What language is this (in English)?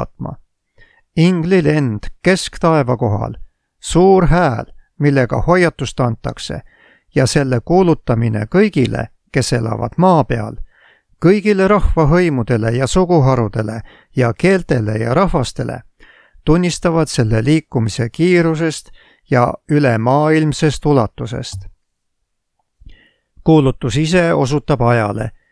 Estonian